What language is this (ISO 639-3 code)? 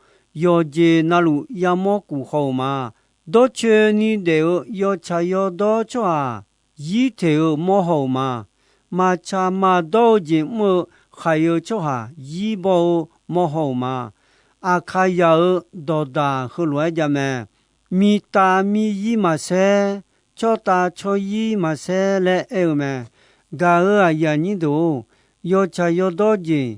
ahk